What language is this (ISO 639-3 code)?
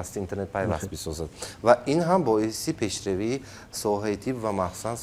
tgk